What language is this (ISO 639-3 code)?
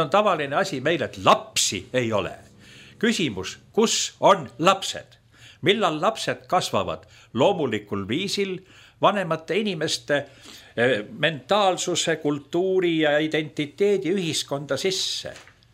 est